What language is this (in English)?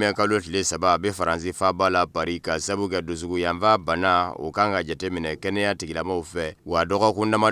Bambara